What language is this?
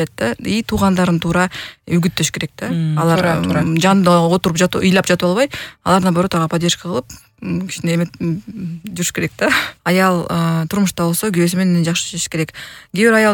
Kyrgyz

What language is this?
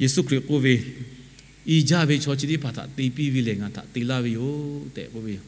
Lahu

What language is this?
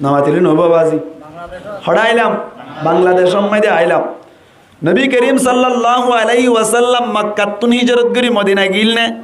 Rohingya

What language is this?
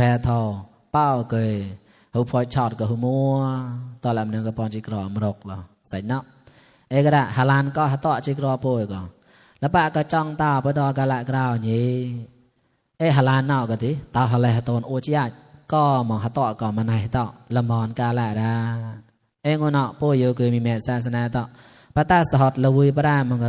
Mon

